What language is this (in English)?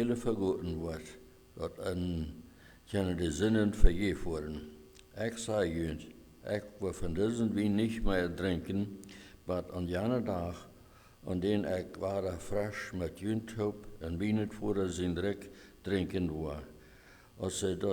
Plautdietsch